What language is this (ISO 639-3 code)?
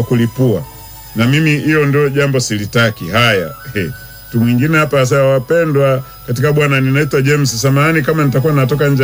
swa